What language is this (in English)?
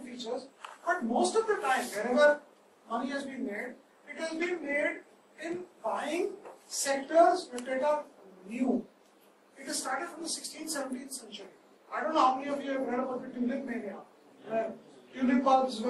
English